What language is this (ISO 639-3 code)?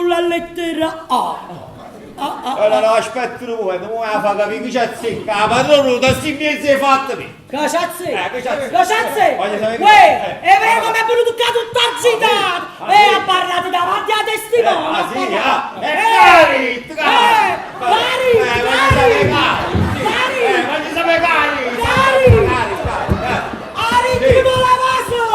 nap